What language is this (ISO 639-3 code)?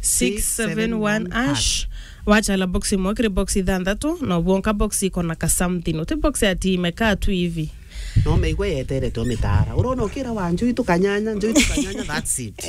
mer